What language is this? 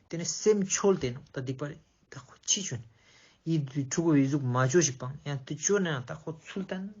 Ladakhi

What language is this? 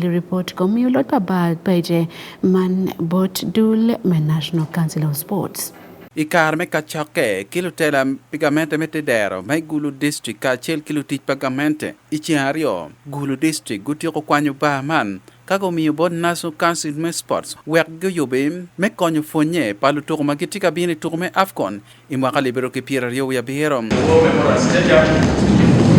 Acoli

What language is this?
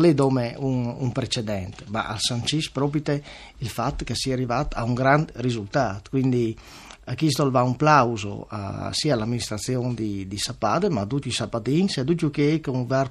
Friulian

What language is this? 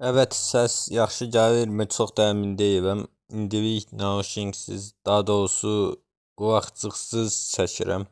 Azerbaijani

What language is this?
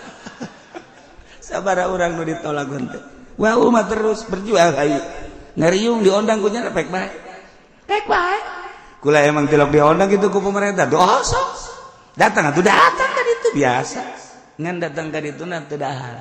Sundanese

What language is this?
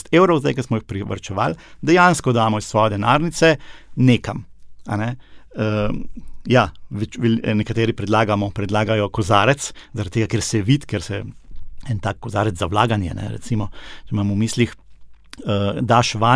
Slovenian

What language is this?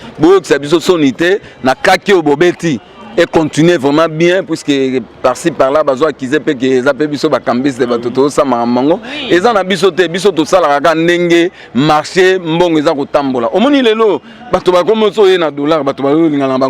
Lingala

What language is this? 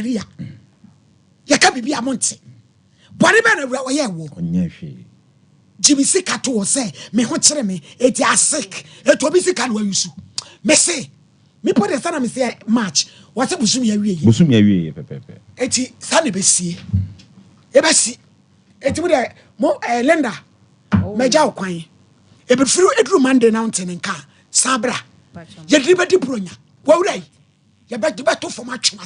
Akan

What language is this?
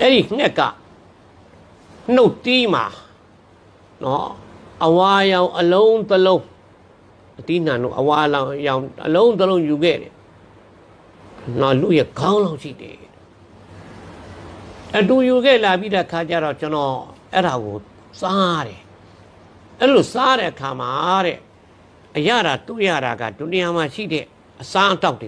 Burmese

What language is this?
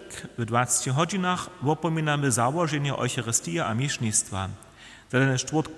Upper Sorbian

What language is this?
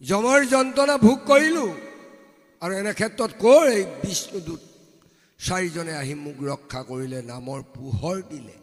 Assamese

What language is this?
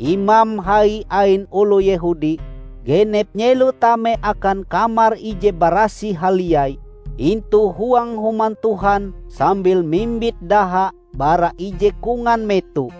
Ngaju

